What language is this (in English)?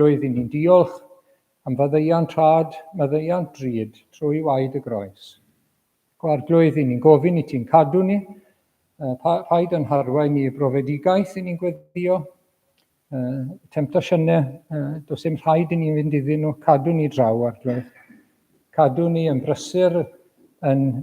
Welsh